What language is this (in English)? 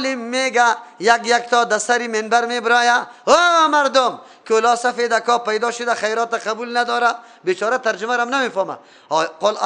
Persian